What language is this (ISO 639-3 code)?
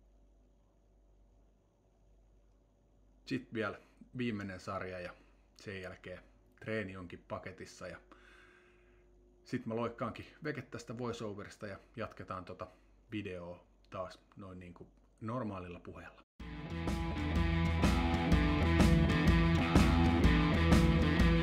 fin